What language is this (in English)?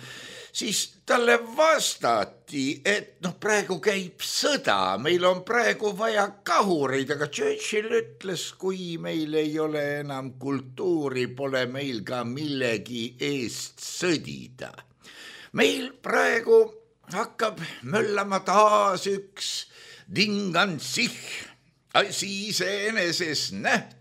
Estonian